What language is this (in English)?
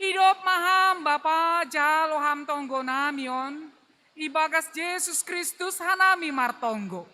Batak Simalungun